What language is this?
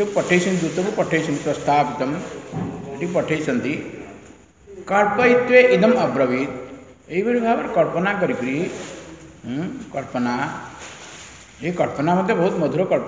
Odia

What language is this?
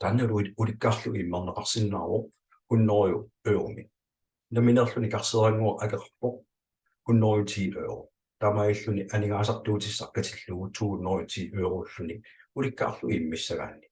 Kalaallisut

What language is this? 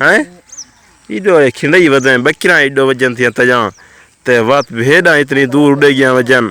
Saraiki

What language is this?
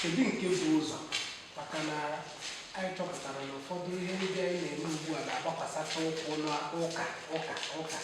Igbo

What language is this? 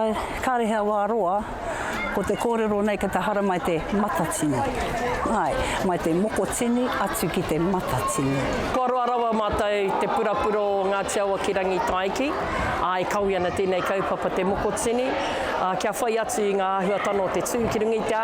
Māori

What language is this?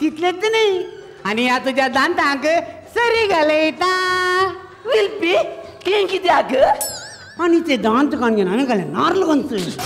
Konkani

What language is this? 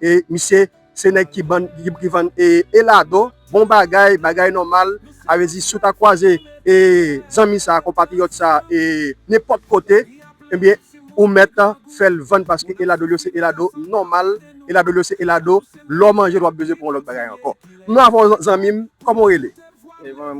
Haitian Creole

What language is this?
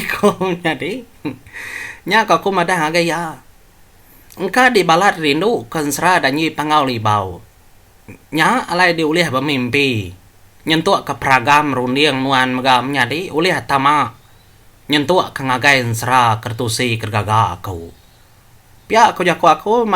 Iban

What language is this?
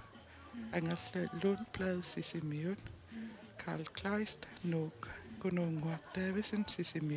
Kalaallisut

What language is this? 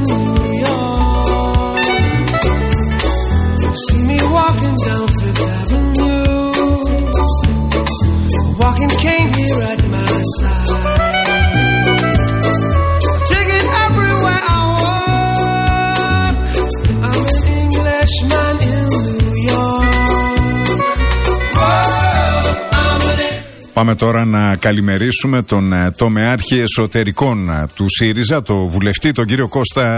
Greek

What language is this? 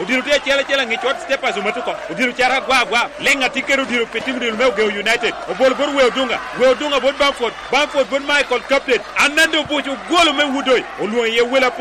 Lango (Uganda)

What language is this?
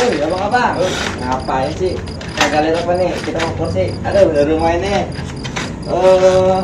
Betawi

